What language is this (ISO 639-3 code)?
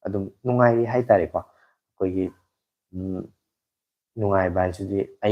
mni